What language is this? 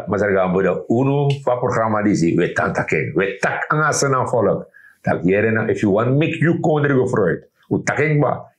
Sranan Tongo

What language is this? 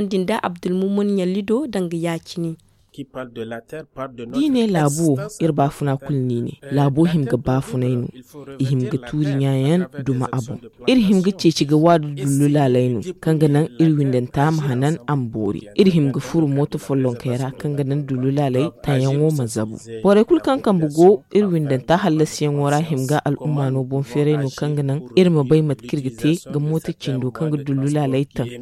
Zarma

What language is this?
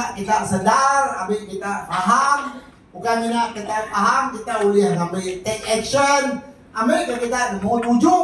Iban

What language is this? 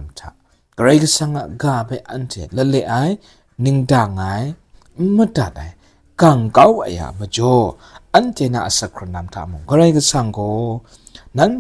Kachin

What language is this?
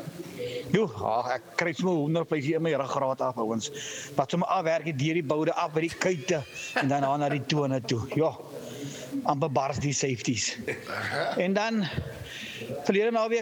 Afrikaans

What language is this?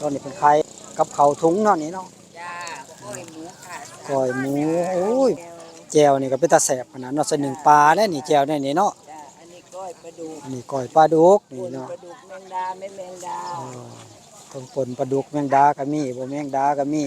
Northeastern Thai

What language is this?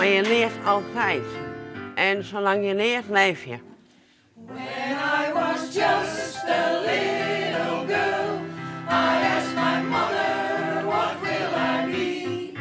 Western Frisian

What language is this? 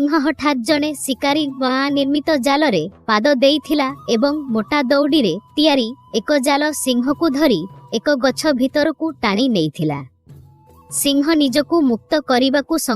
Odia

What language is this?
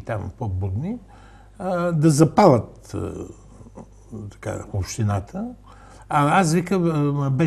Bulgarian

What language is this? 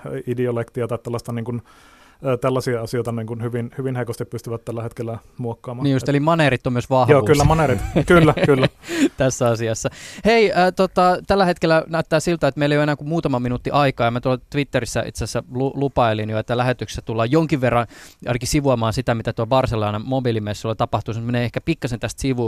Finnish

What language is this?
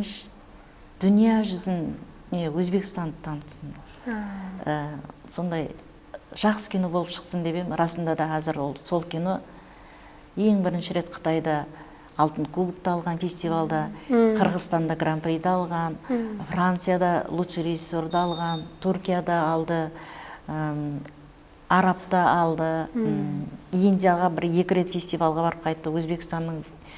Kara-Kalpak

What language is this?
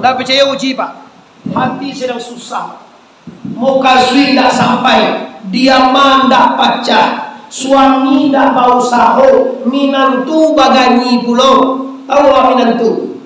Minangkabau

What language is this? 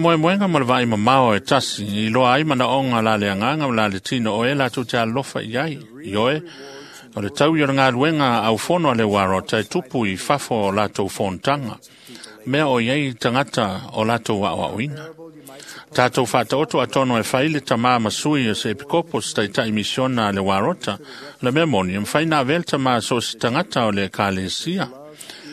Samoan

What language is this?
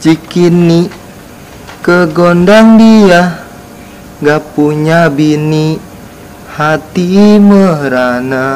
Betawi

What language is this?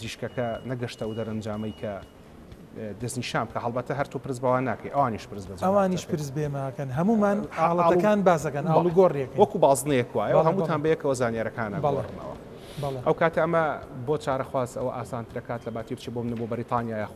Central Kurdish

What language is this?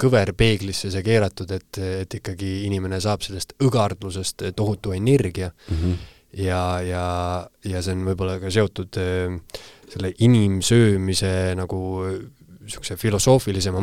Estonian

